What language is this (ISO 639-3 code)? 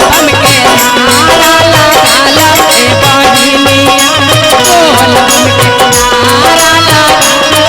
mag